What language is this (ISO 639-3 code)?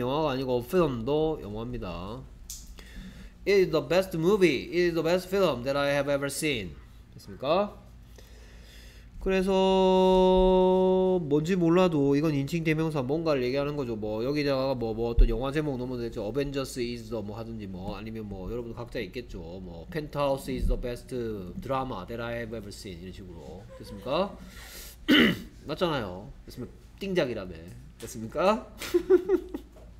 kor